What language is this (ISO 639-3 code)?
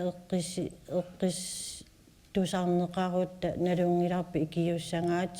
kal